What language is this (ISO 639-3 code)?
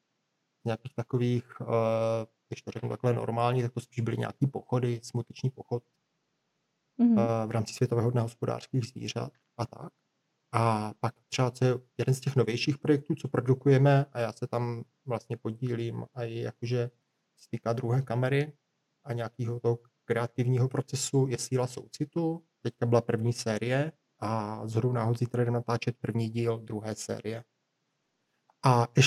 ces